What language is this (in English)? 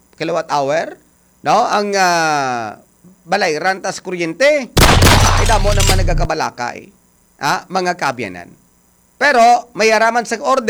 Hiligaynon